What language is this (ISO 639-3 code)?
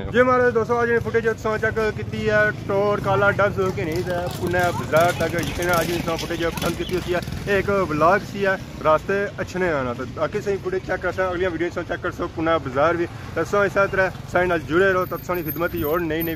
phr